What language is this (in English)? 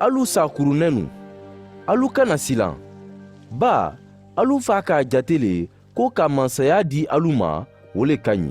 Mandingo